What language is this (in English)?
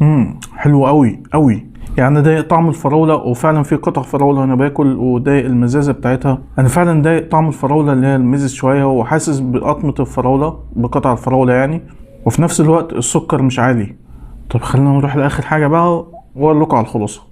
Egyptian Arabic